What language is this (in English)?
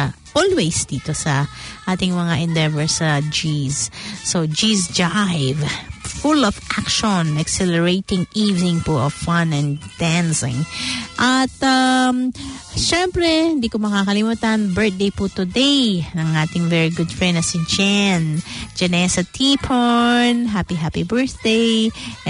Filipino